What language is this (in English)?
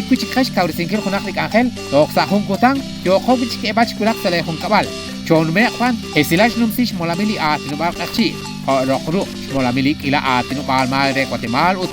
Kekchí